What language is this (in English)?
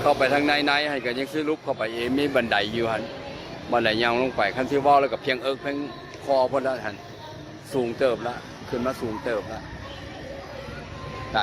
Lao